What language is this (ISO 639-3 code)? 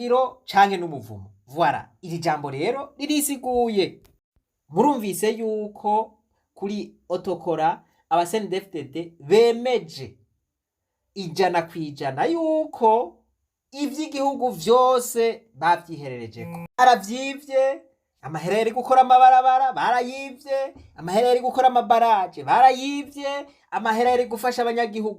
run